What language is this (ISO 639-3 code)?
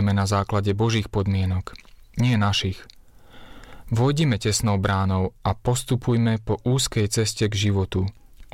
slk